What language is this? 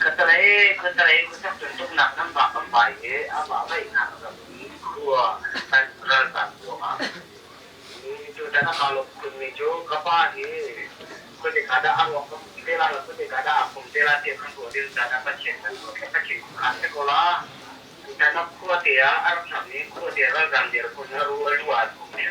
Hakha Chin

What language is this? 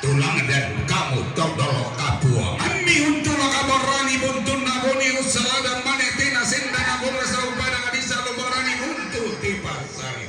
Toraja-Sa'dan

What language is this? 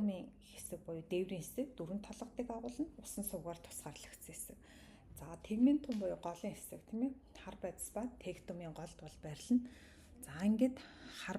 Mongolian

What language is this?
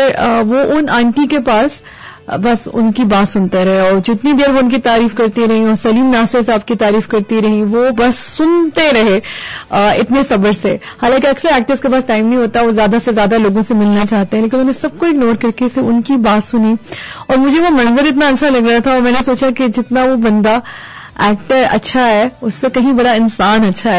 Urdu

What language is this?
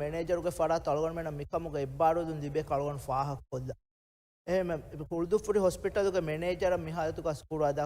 Divehi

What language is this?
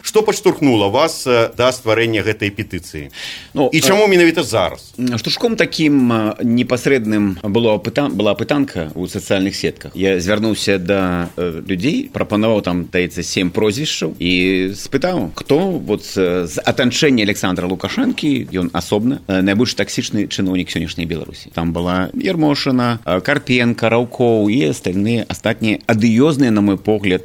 Belarusian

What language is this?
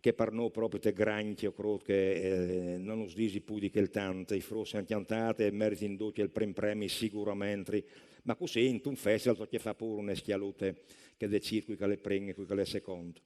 Friulian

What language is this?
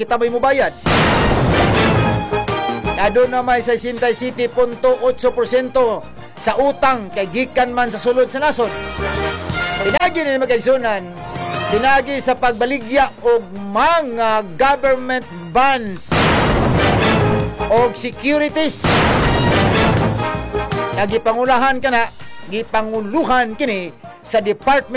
Cebuano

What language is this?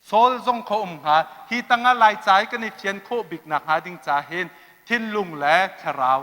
Hakha Chin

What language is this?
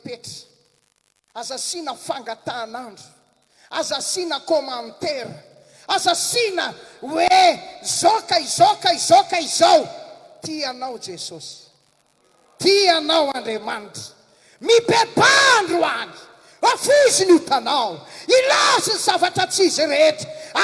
Malagasy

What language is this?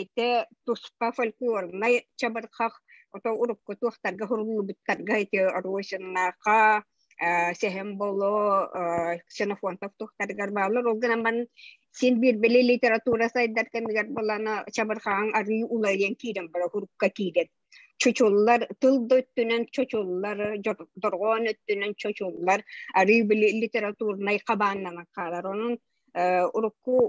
Yakut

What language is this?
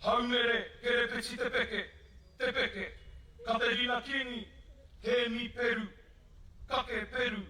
Māori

